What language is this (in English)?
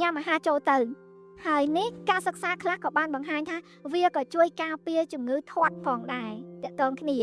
Khmer